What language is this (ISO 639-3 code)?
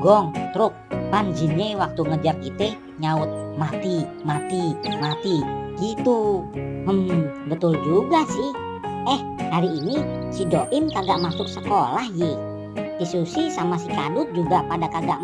bew